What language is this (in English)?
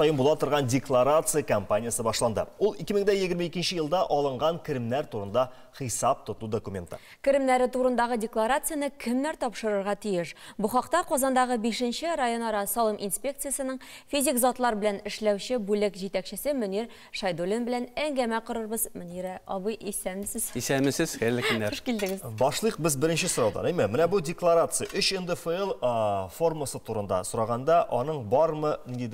Tatar